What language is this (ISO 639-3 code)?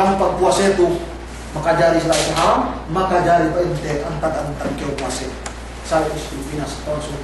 yka